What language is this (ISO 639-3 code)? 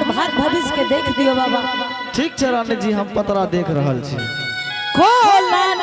anp